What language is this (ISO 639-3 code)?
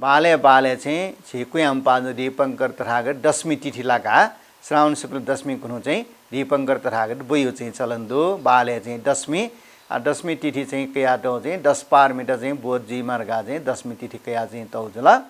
new